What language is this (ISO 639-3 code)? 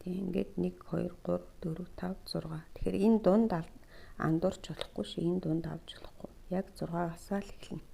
mon